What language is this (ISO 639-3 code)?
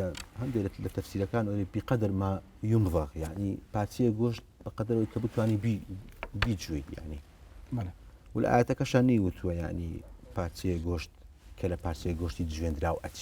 ckb